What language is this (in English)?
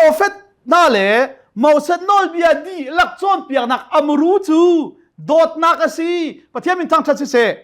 Hakha Chin